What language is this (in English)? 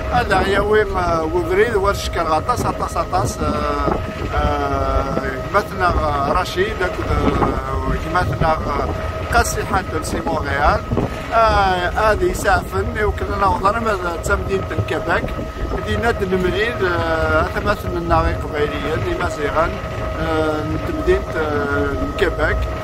Kabyle